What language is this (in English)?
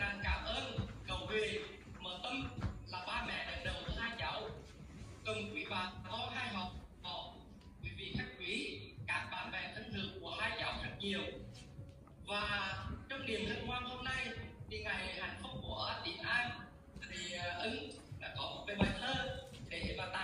Vietnamese